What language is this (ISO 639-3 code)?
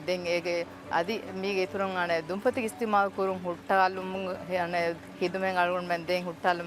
div